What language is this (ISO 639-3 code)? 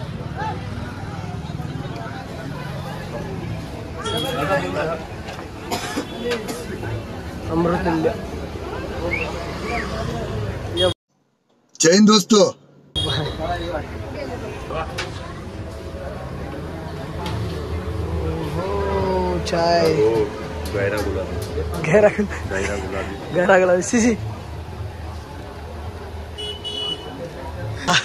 mar